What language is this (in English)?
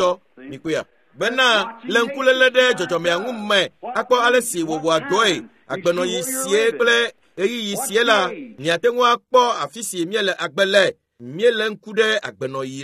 Ewe